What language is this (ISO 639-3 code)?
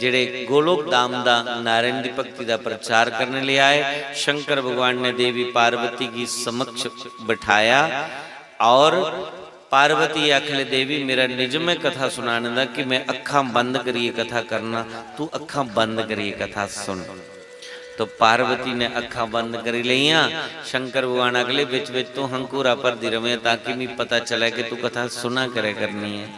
doi